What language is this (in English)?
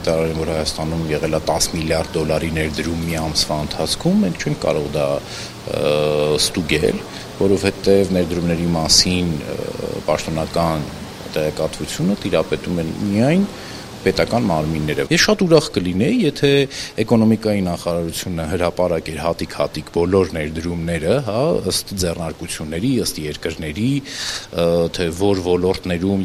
Armenian